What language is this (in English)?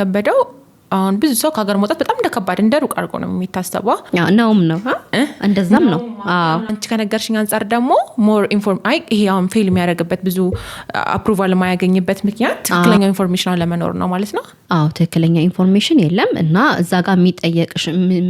Amharic